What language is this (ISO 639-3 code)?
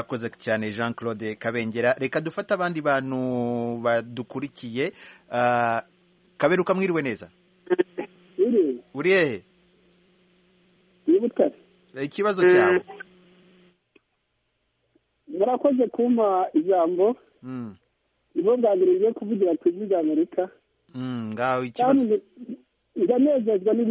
kin